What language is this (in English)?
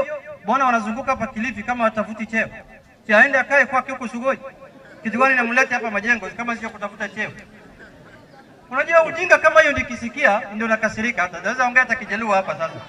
Swahili